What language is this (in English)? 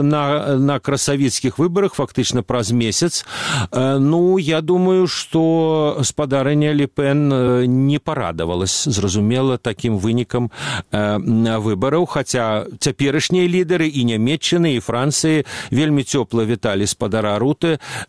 Belarusian